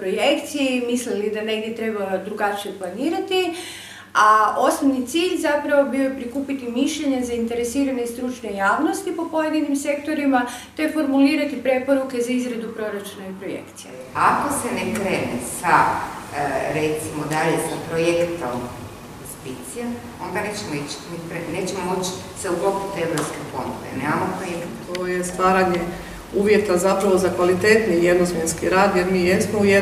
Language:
Croatian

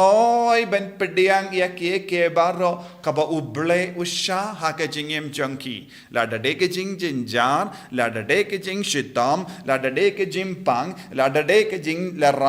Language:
Khasi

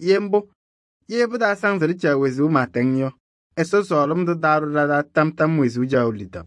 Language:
Kabiyè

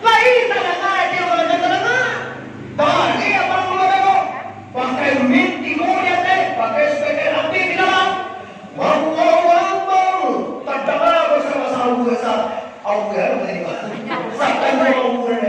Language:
Minangkabau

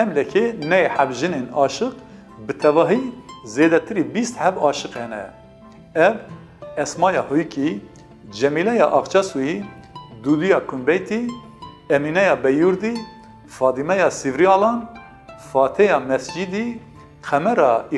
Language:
Kurdish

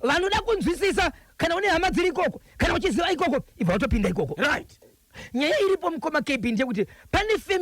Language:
Shona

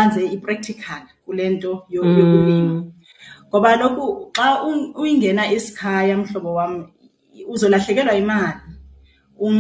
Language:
Xhosa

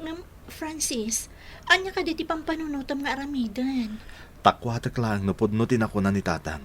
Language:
Iloko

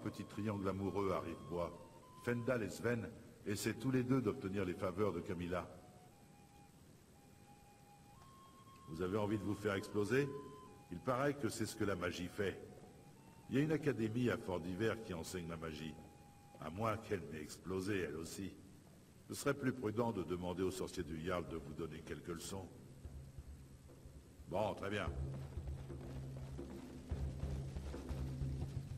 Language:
French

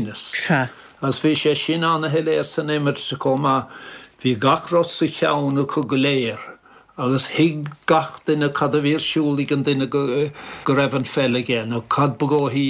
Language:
Irish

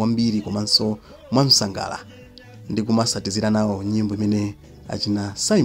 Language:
Nyanja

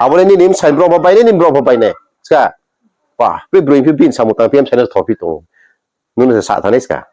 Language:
Riang (India)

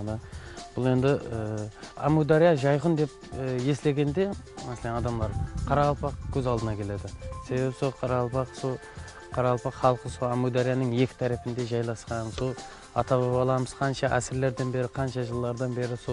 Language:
Kara-Kalpak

